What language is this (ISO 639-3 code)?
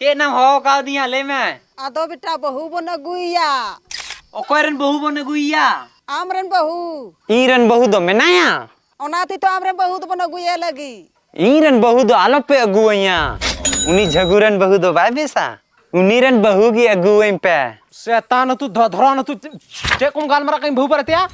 sat